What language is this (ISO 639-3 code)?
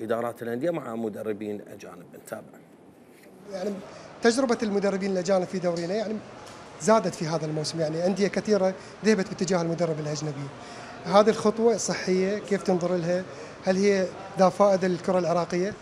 acm